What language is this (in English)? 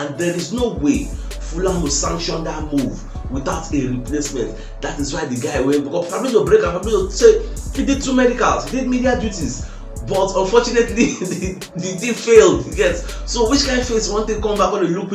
Nigerian Pidgin